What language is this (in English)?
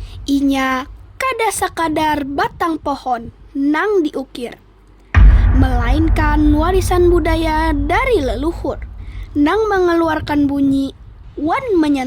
Banjar